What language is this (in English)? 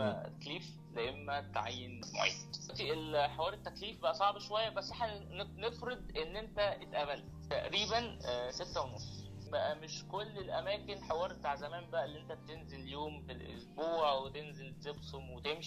Egyptian Arabic